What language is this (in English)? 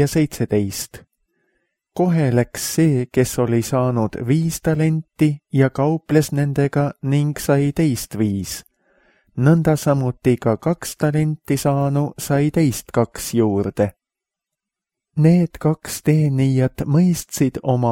Estonian